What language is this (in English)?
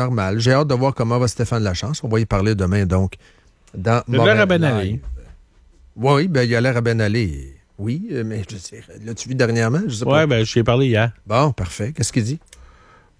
French